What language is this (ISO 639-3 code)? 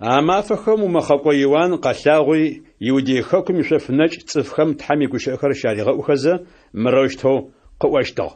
ady